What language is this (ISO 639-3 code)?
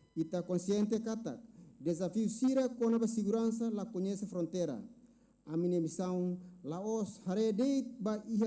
tet